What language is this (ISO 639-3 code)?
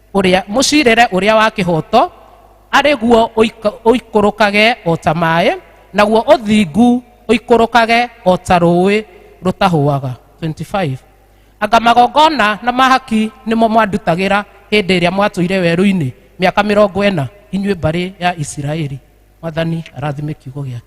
kik